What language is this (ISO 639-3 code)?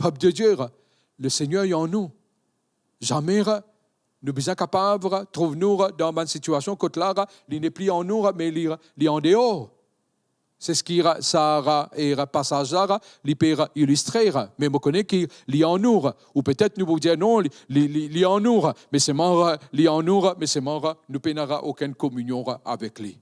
mfe